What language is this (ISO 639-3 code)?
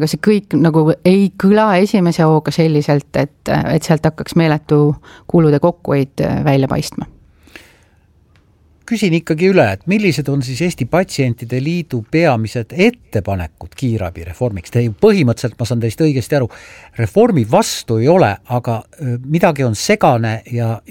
est